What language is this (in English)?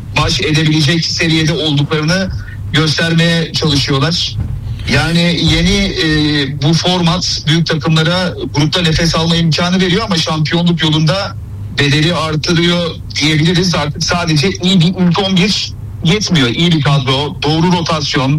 Turkish